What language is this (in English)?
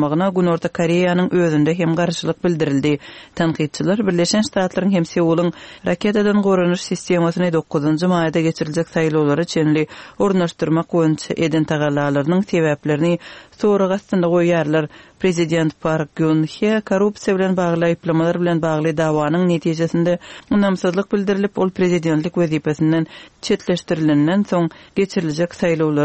Turkmen